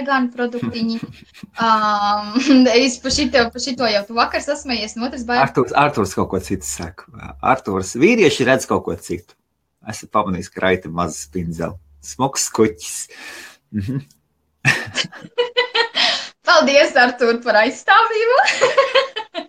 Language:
Latvian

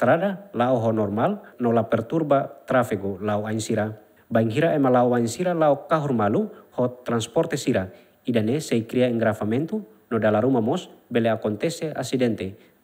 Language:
Tetum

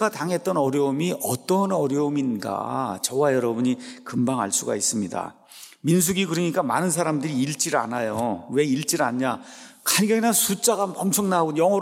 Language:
Korean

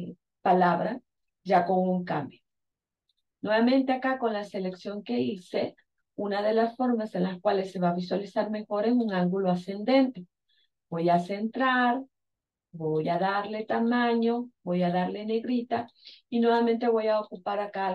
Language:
Spanish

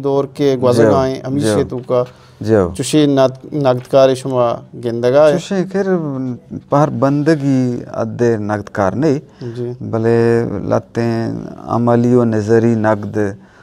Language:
Eastern Balochi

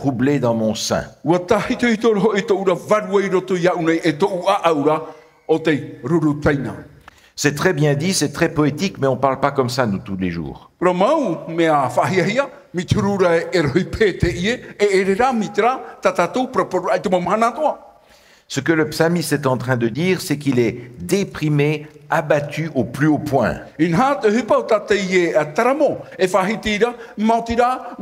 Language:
Tahitian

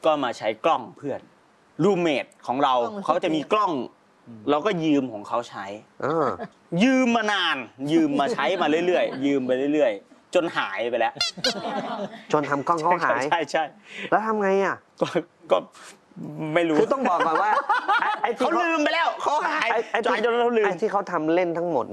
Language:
Thai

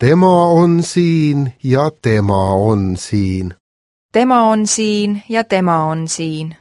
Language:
Estonian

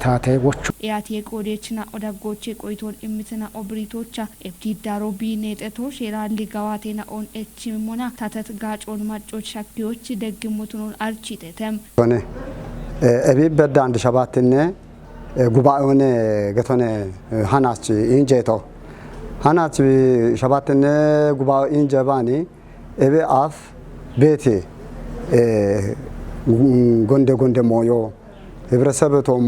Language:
Kafa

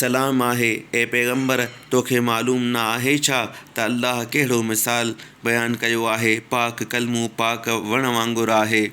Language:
Sindhi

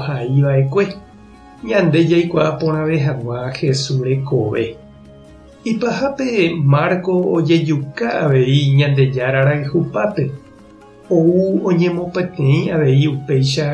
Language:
Guarani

